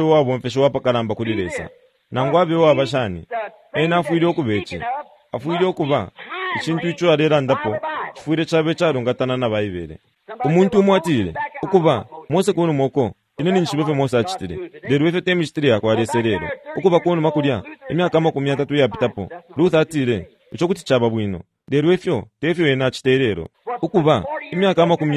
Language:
Bemba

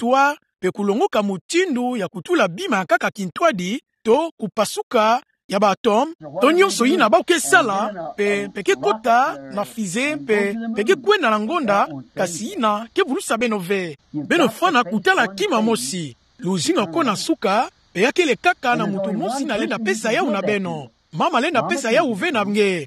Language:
Kituba (Democratic Republic of Congo)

